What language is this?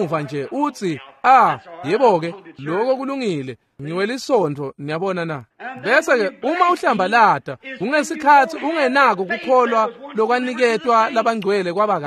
Swati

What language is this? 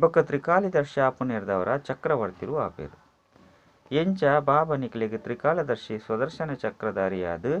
Tulu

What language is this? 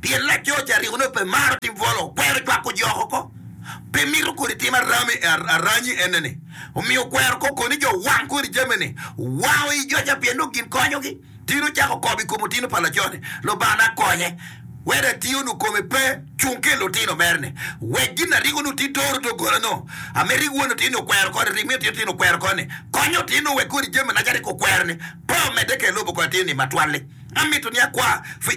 Acoli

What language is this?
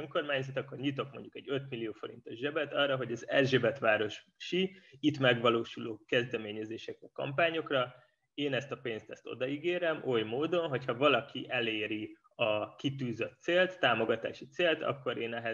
Hungarian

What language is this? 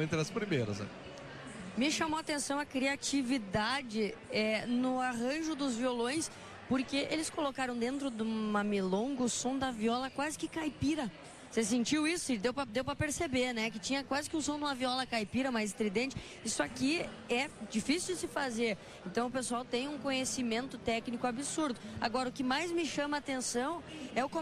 Portuguese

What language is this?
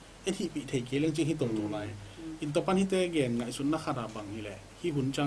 Tedim Chin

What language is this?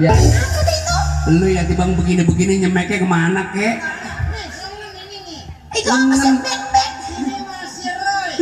Betawi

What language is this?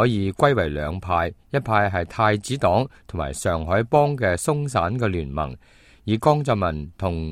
Cantonese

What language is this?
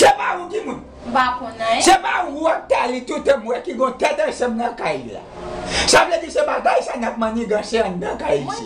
Haitian Creole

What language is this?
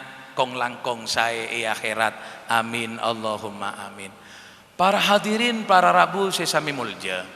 Madurese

